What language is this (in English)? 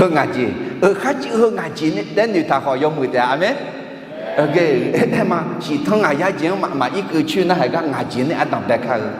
Akha